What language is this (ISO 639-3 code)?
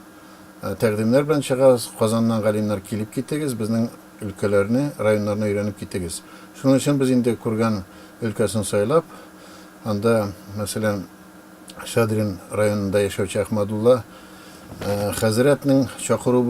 tat